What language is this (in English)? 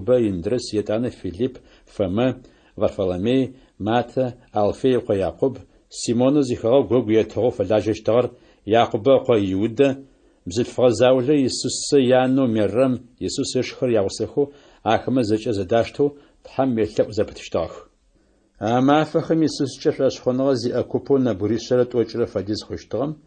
Adyghe